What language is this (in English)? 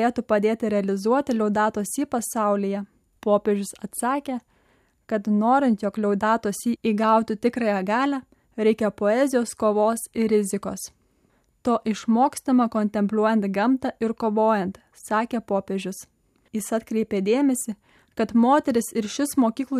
Lithuanian